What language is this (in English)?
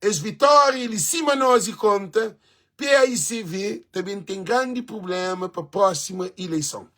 Kabuverdianu